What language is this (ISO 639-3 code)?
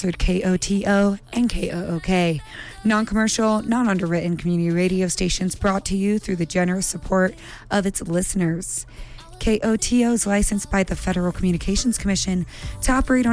eng